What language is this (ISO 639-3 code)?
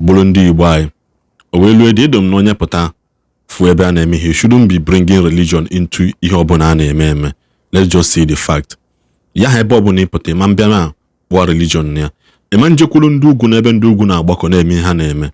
ibo